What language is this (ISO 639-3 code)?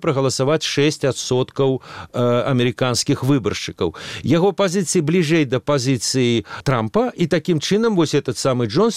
bel